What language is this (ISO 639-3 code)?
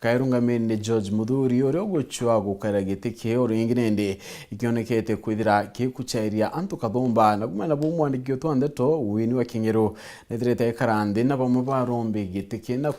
mer